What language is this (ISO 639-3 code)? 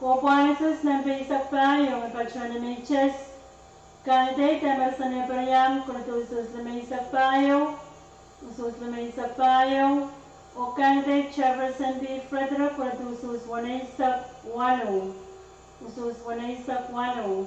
pon